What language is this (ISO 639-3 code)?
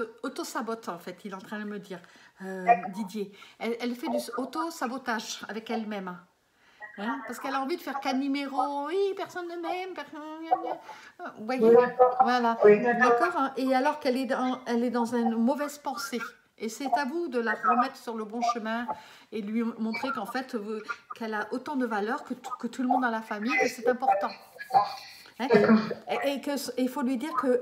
fra